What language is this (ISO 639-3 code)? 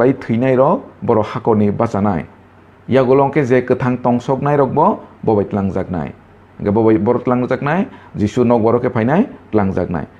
trp